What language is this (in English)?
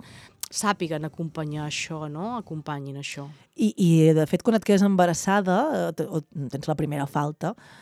Catalan